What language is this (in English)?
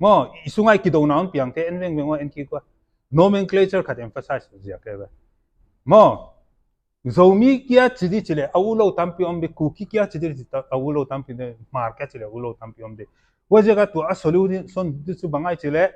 Paite Chin